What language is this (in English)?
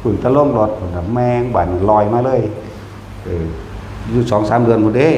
Northeastern Thai